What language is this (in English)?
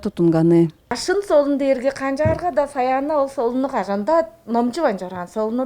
Tuvinian